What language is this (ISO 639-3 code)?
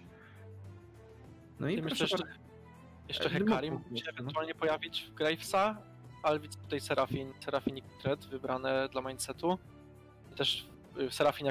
pol